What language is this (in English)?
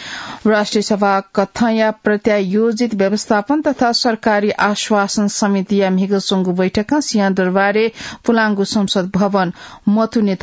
Newari